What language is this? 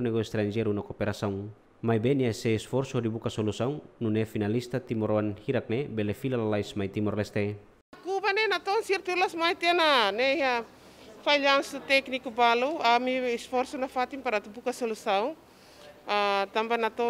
Tetum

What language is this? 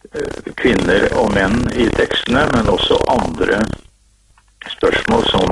Norwegian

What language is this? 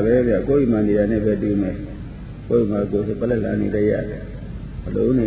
Burmese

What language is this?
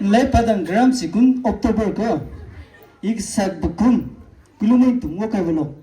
Maram Naga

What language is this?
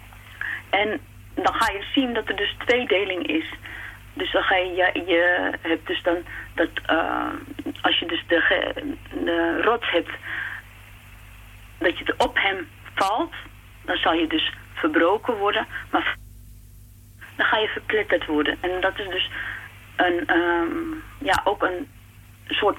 Dutch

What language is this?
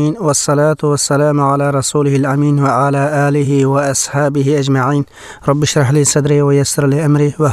Uyghur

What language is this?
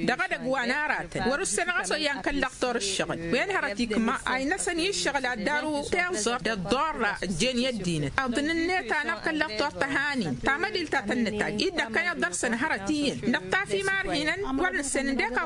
Tamasheq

